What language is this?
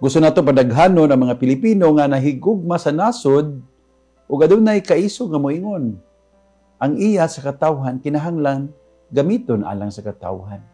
Cebuano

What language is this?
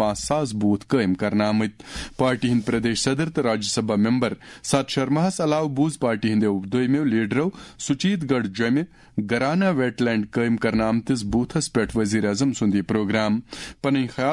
Kashmiri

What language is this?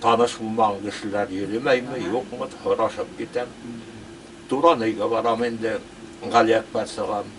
Bashkir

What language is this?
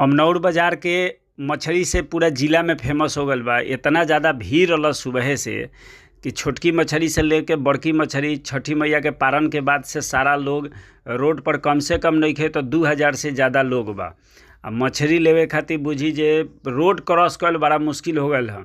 Bhojpuri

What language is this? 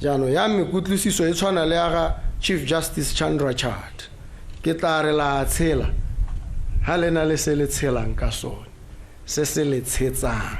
Tswana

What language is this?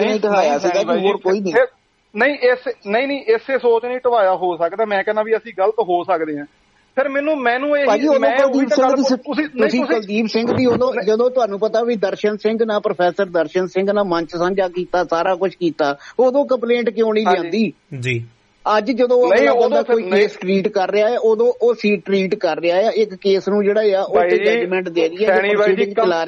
Punjabi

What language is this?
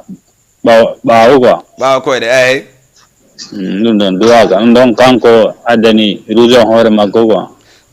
Fula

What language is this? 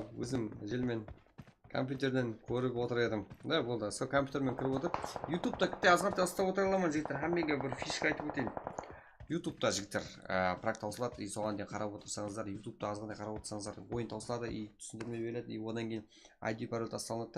Kara-Kalpak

